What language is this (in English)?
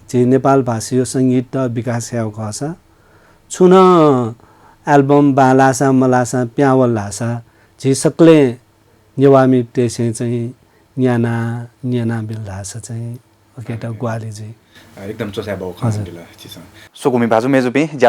Newari